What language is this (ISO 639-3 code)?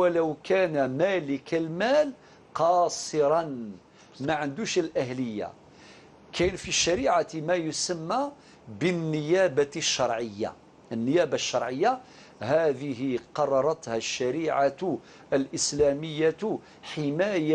arq